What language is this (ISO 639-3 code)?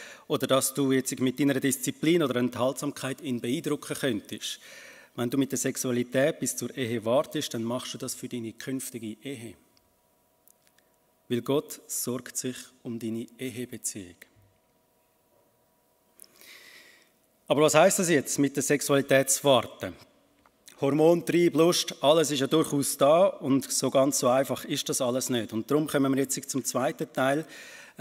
deu